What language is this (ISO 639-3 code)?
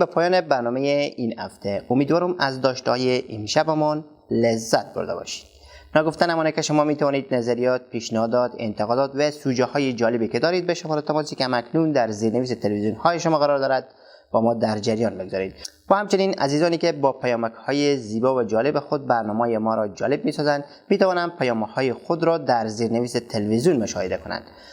fas